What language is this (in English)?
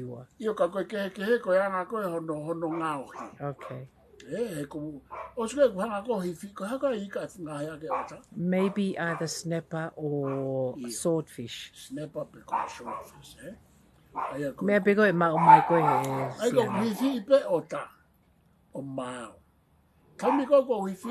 Tongan